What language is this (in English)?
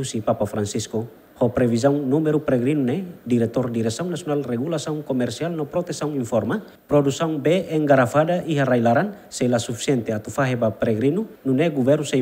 Tetum